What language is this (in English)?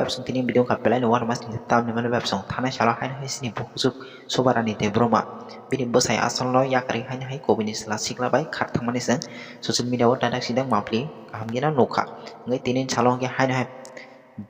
Kok Borok